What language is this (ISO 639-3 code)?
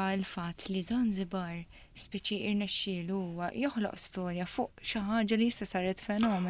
mlt